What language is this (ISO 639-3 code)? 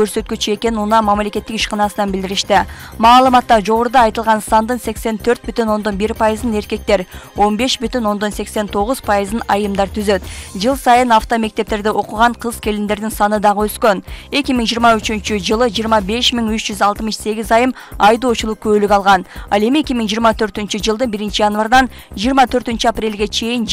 kir